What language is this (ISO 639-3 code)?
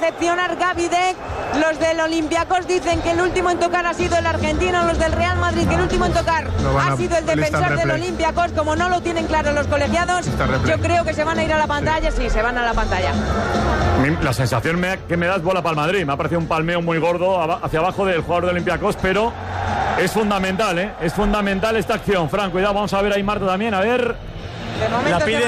spa